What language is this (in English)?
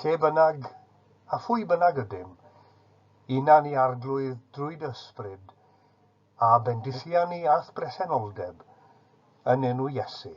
Welsh